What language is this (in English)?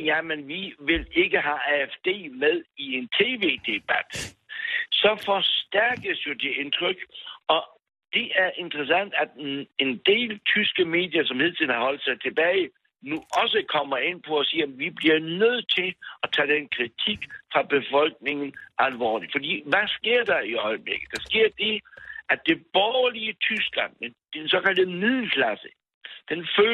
Danish